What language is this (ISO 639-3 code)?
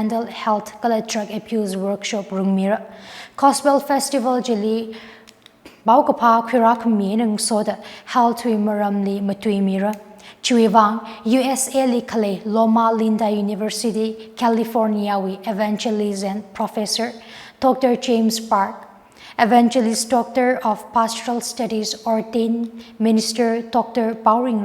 nmf